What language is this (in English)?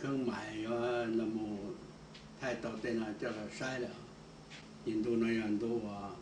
Hmong